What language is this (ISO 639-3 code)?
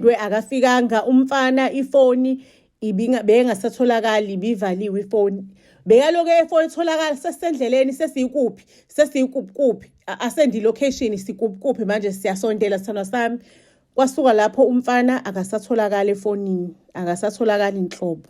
zul